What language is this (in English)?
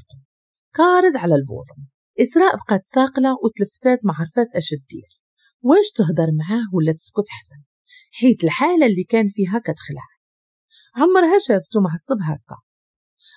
Moroccan Arabic